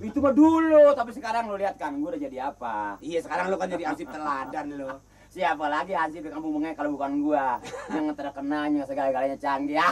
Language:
Betawi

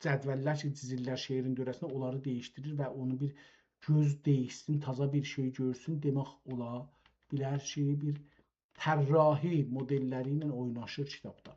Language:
South Azerbaijani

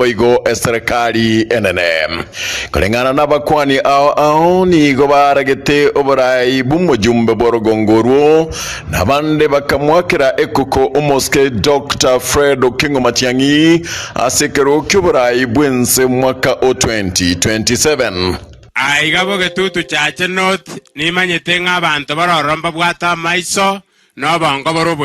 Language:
Gusii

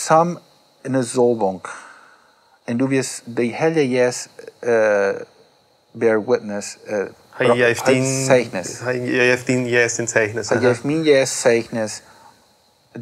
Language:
Plautdietsch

